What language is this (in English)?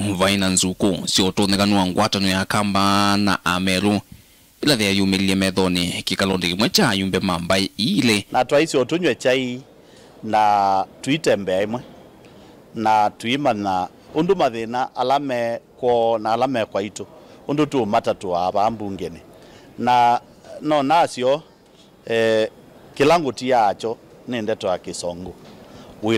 Kamba